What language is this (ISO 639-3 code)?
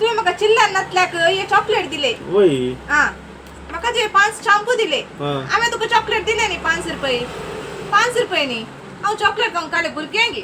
kok